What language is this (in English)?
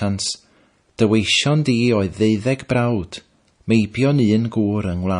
Welsh